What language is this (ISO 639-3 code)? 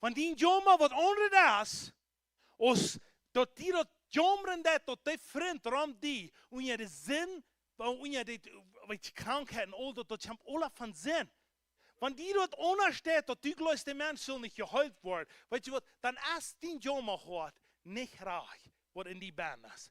pdt